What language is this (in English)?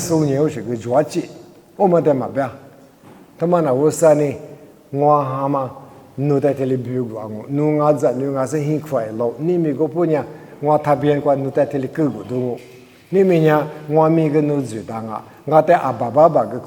Lisu